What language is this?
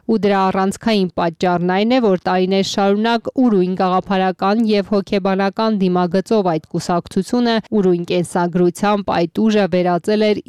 Armenian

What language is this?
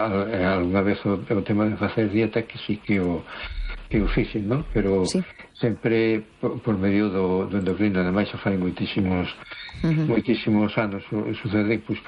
Galician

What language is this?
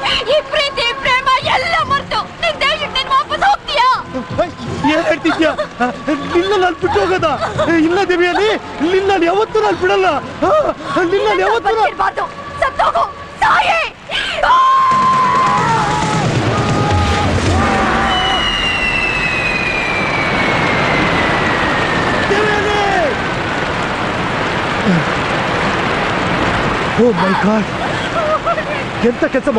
Kannada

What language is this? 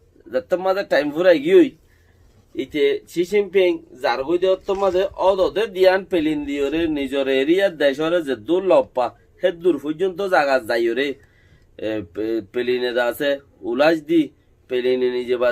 Rohingya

